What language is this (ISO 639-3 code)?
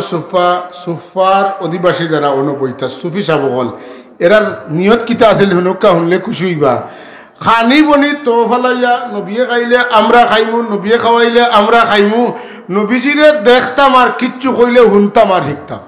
syl